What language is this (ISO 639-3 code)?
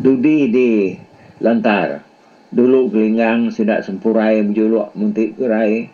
iba